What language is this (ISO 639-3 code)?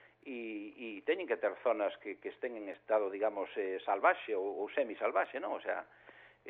glg